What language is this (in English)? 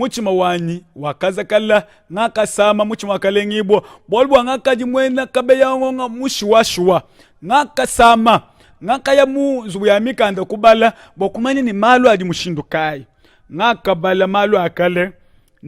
Luba-Lulua